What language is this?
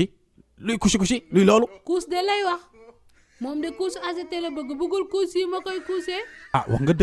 Wolof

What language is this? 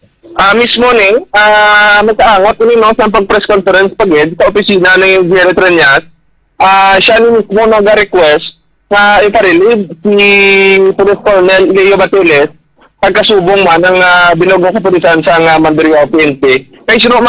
Hiligaynon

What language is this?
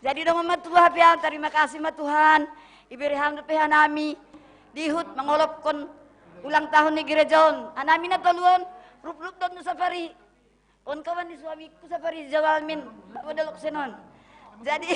Batak Simalungun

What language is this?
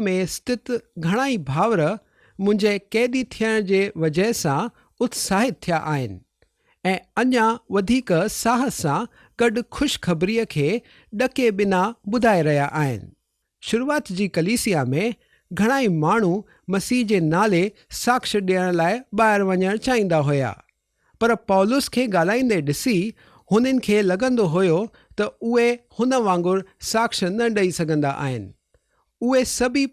Sindhi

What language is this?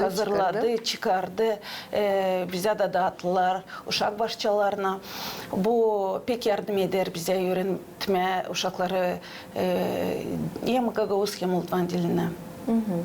Gagauz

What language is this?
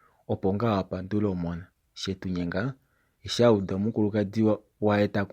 Kuanyama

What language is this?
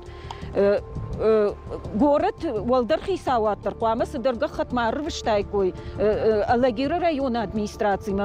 Ossetic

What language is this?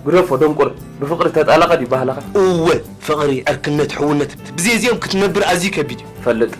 Tigrinya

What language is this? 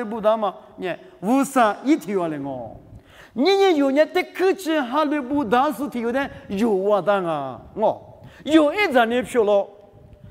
Lisu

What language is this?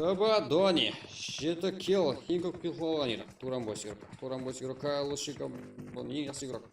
Kara-Kalpak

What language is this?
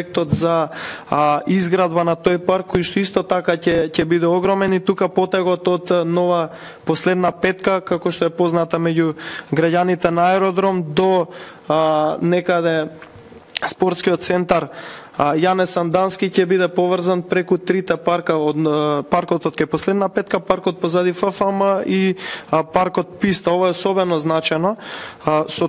Macedonian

